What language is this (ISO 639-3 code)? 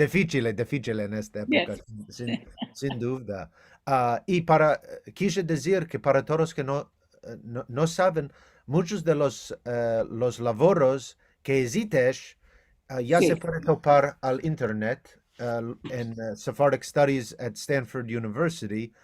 lad